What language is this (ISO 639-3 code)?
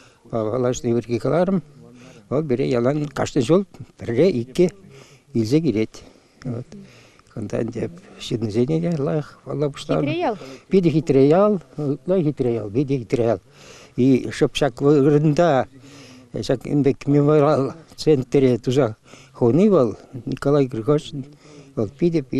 chv